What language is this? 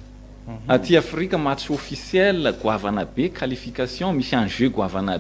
Malagasy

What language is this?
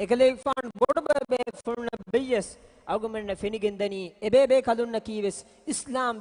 Divehi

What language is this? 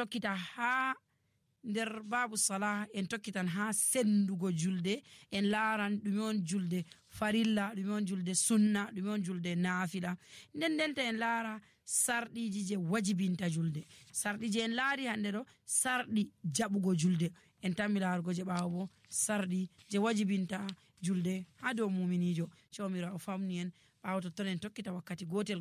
Nigerian Fulfulde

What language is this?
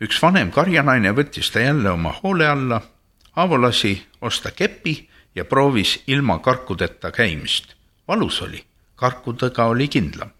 Estonian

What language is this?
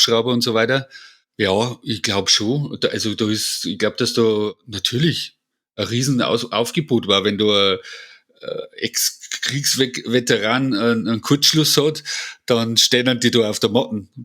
Bavarian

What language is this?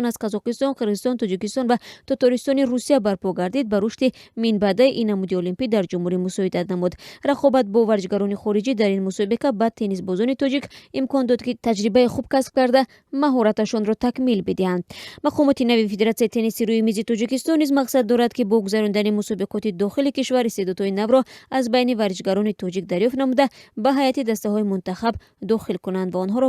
Tajik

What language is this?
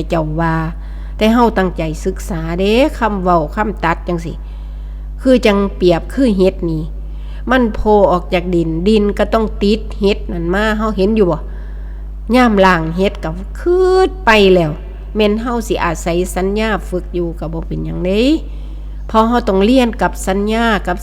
Northeastern Thai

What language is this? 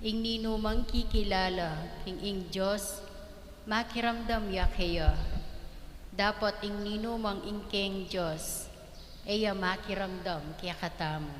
Pampanga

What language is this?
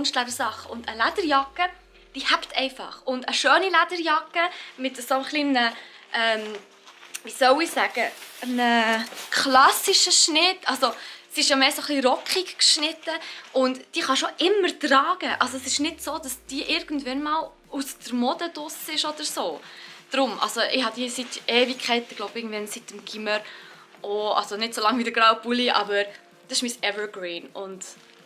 Swiss German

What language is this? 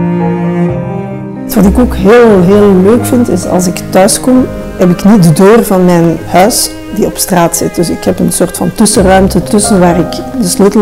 Dutch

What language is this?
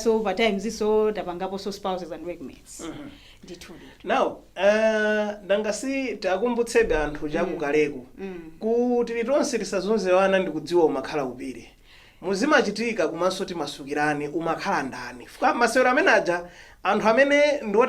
Nyanja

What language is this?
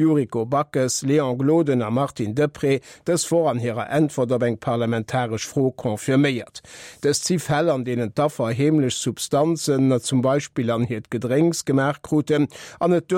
Luxembourgish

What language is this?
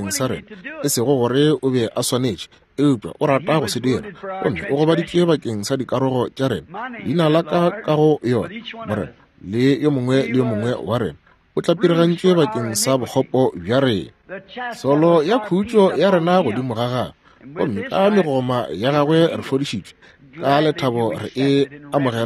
Northern Sotho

